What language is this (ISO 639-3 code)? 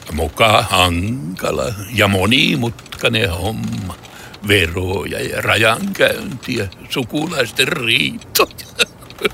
fin